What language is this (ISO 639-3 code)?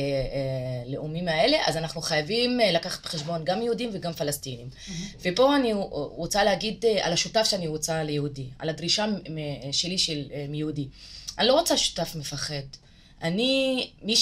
heb